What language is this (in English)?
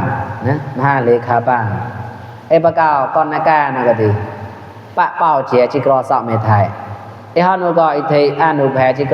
Mon